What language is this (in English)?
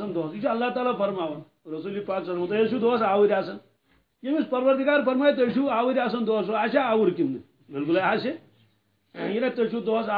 Kashmiri